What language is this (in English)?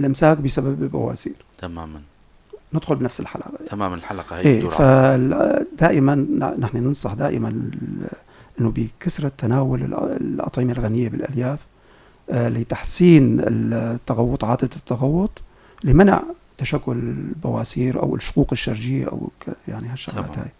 North Levantine Arabic